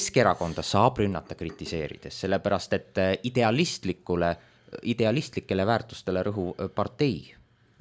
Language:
Estonian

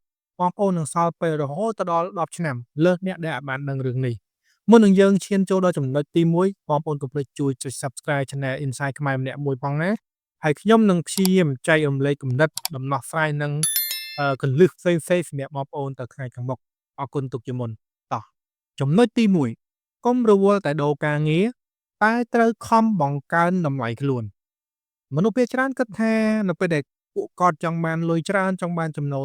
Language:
Khmer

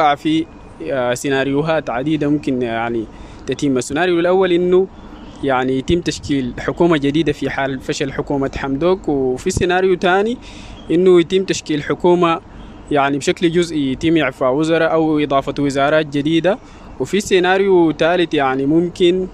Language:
Sudanese Arabic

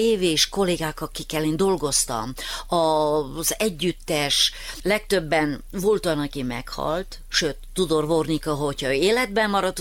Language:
Hungarian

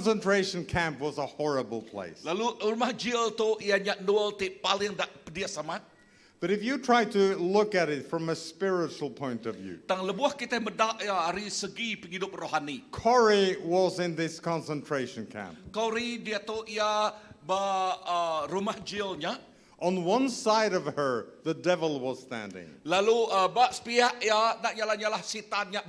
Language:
Iban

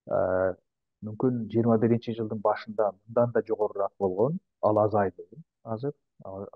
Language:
Kyrgyz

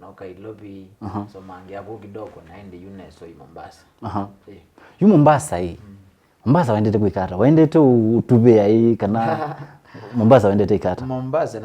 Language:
Kamba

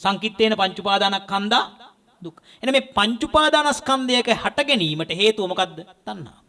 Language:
Sinhala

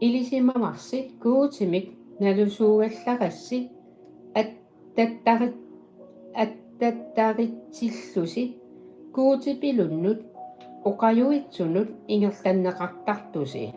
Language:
Kalaallisut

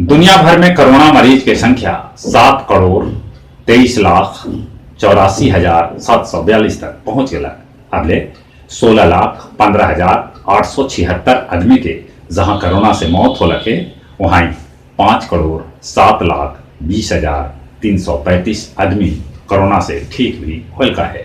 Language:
Magahi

